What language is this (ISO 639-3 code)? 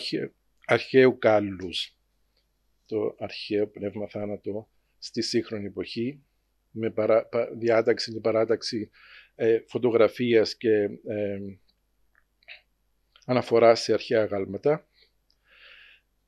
ell